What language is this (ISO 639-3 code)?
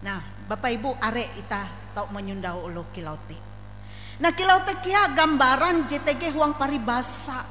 nij